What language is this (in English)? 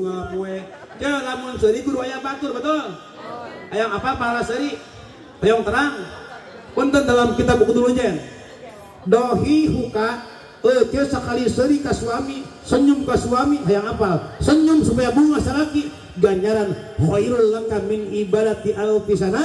Sundanese